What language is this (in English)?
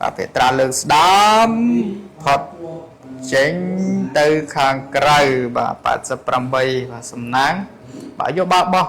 Khmer